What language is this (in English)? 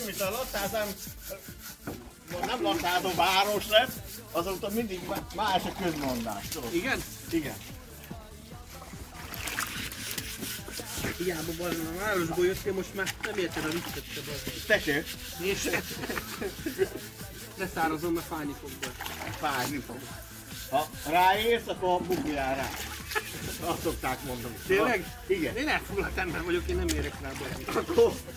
Hungarian